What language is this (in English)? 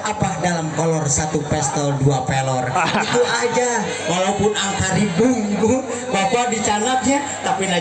Betawi